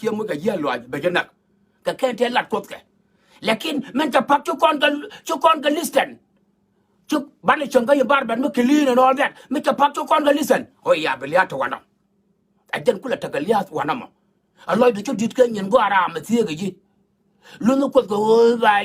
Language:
Nuer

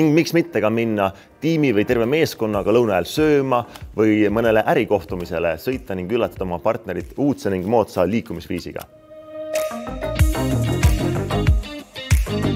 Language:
Estonian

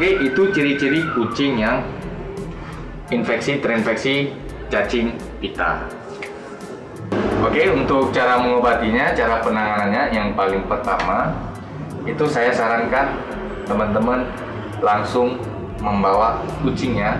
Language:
Indonesian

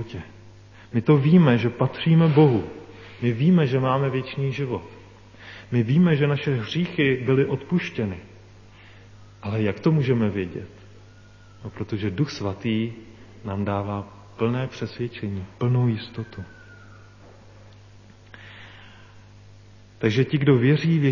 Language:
Czech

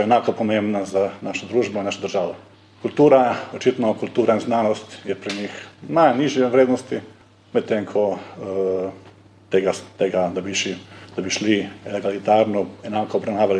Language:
Slovenian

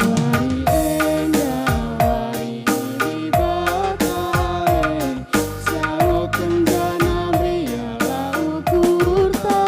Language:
Batak Karo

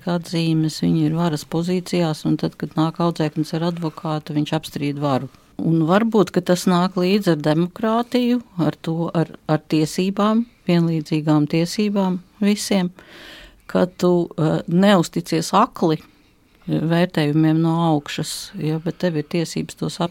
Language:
Latvian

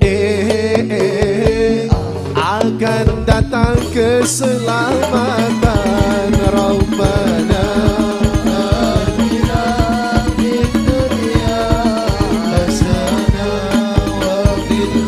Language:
Madurese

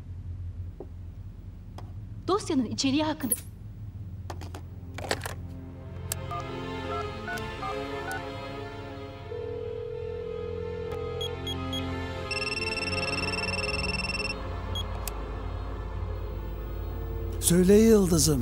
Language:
Turkish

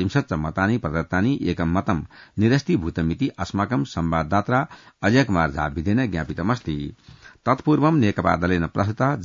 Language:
Sanskrit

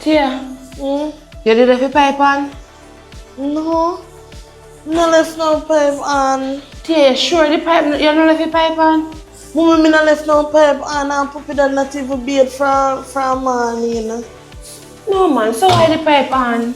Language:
Jamaican Creole English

